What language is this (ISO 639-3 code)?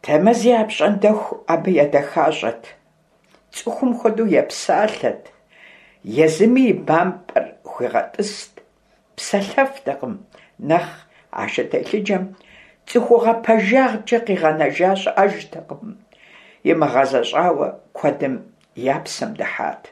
kbd